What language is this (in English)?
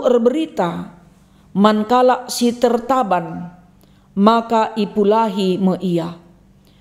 Batak Karo